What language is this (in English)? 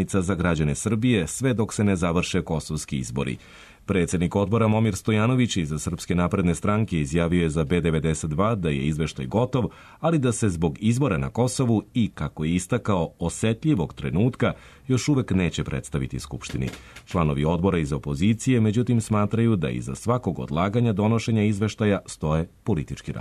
Serbian